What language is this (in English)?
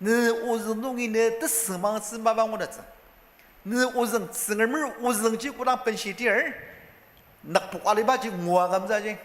Ao Naga